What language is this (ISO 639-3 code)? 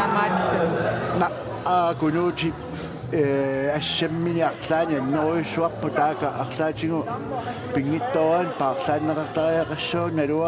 kal